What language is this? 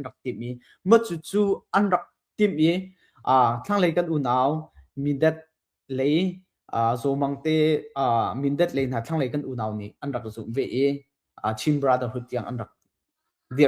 Hakha Chin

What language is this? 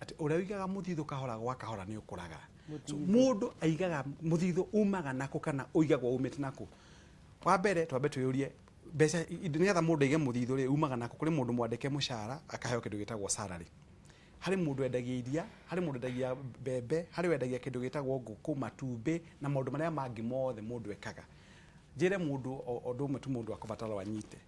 Kikuyu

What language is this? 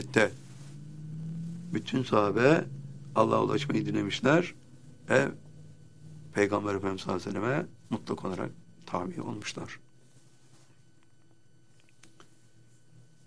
Turkish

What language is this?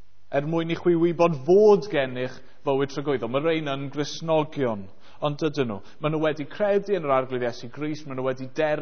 Welsh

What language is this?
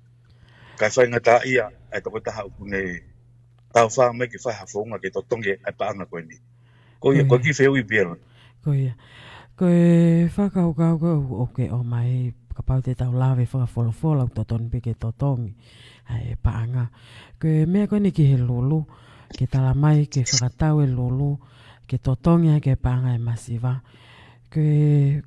Tongan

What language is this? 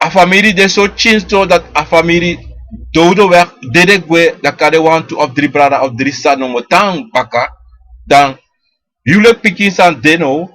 Sranan Tongo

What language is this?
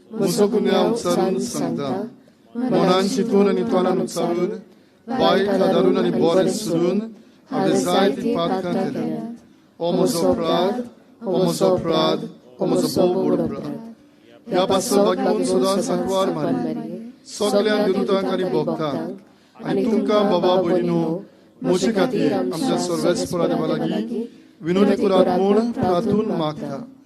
Konkani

